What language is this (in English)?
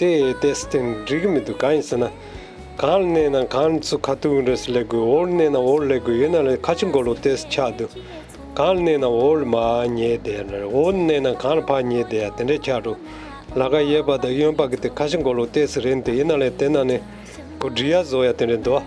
Tibetan